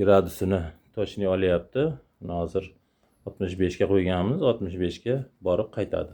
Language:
Uzbek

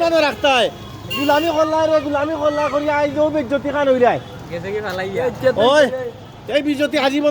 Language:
Sylheti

